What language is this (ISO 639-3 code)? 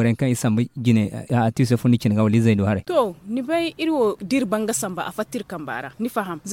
dje